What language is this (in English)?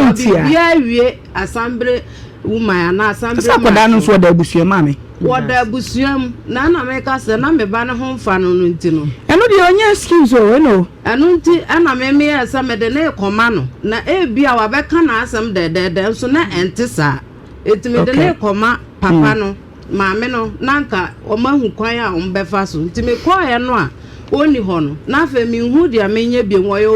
Akan